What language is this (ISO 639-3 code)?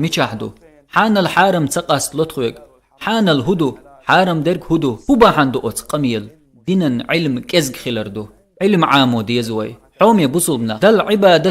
che